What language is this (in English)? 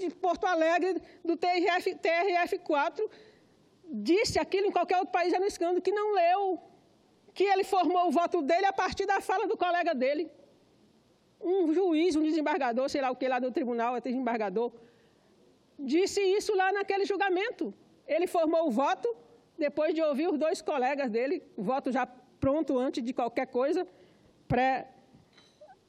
Portuguese